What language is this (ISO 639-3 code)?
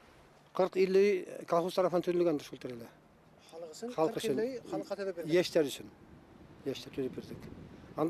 bak